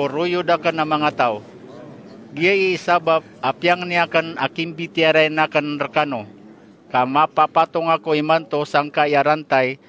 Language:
Maranao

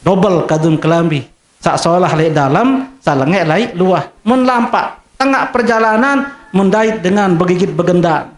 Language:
Sasak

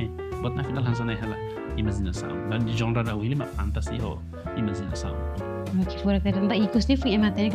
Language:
Tetum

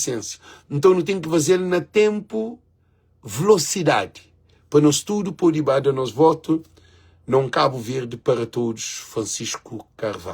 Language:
Kabuverdianu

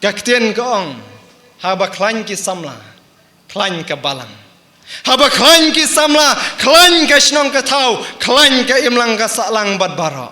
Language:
Khasi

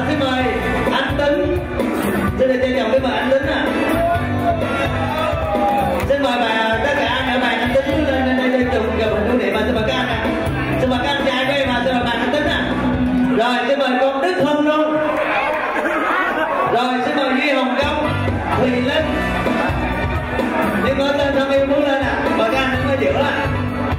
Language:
Vietnamese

